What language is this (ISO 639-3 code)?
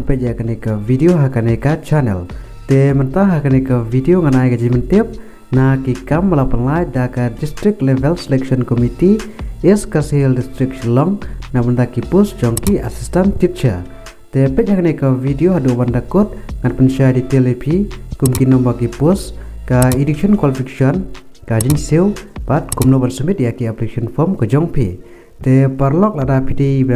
kha